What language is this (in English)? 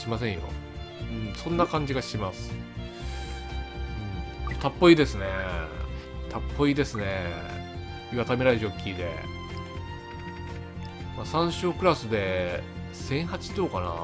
Japanese